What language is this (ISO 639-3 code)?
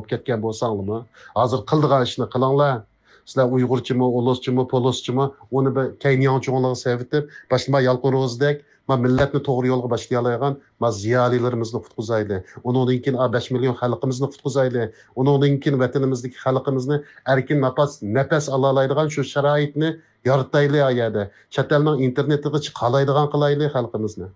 uig